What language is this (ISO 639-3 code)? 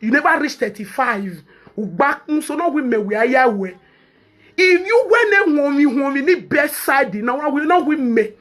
pcm